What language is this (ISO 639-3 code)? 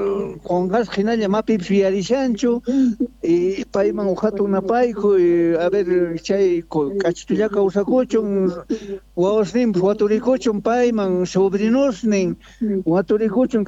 quh